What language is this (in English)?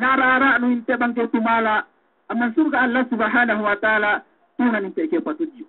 Yakan